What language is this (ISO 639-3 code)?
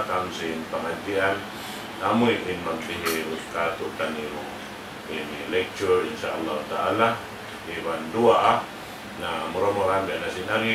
tsg